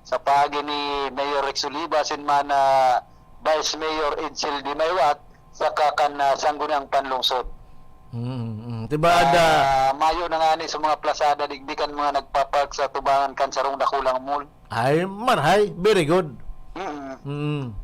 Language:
Bikol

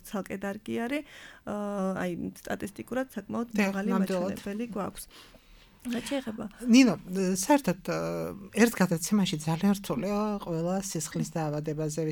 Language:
Georgian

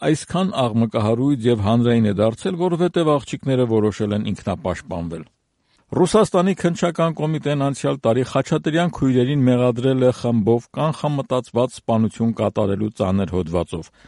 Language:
Armenian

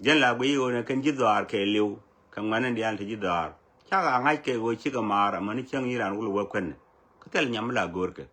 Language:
Nuer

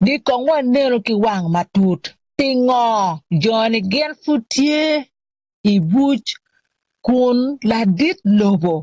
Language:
Acoli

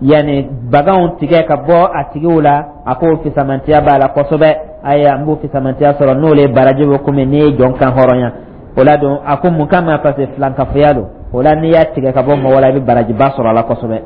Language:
Dyula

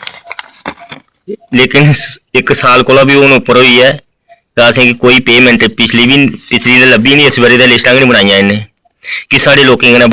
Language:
Dogri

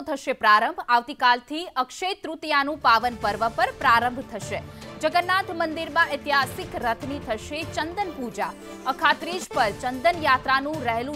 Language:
Gujarati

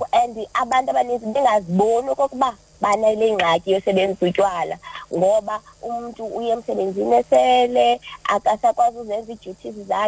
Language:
Xhosa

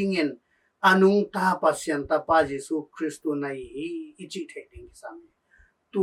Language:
Tedim Chin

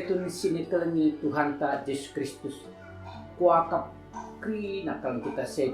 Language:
Batak Karo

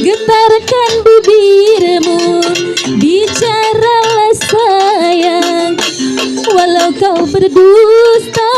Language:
Betawi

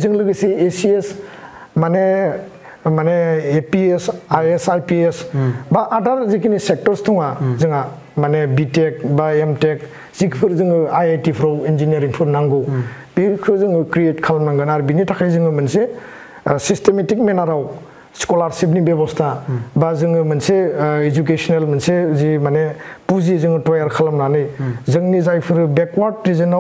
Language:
Bodo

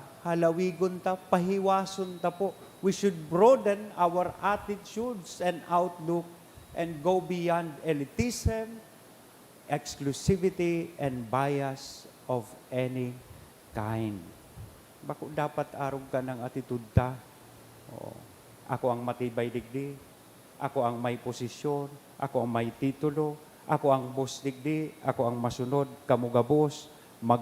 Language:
Bikol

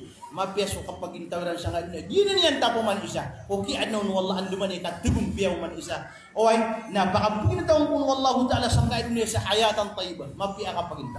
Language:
Maranao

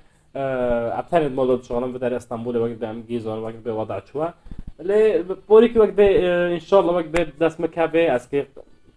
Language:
Kurdish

